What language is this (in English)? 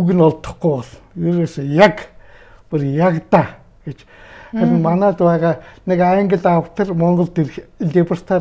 Mongolian